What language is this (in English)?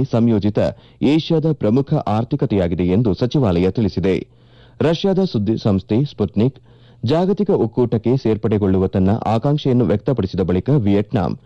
Kannada